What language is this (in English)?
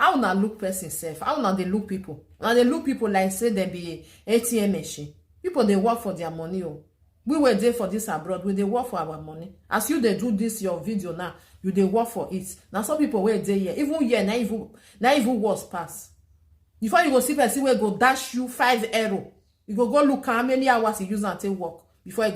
Nigerian Pidgin